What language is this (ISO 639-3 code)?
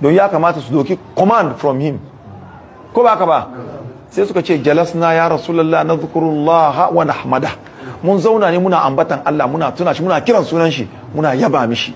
hau